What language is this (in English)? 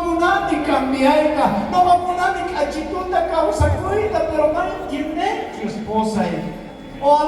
South Bolivian Quechua